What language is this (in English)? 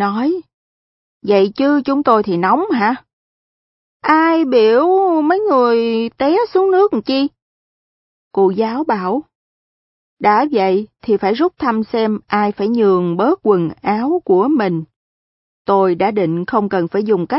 Vietnamese